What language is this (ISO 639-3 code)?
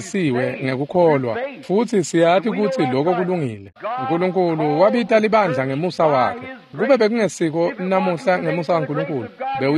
ssw